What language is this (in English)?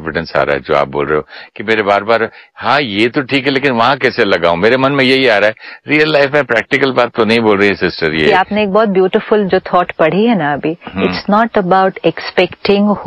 Hindi